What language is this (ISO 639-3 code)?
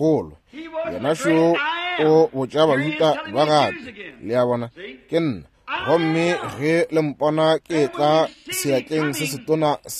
nso